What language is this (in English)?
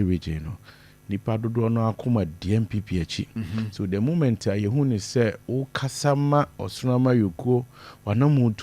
Akan